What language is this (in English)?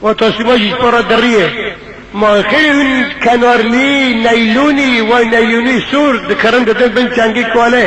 Kurdish